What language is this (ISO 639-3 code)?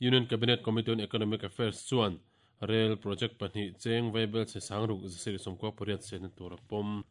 lus